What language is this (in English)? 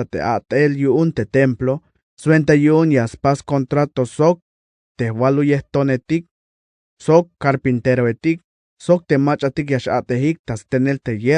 Tzeltal